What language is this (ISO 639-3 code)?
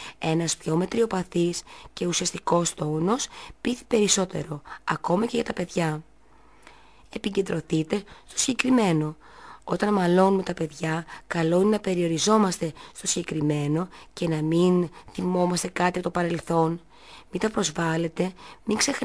ell